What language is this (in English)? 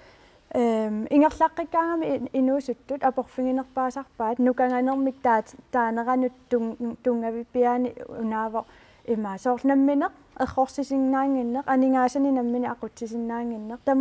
Kalaallisut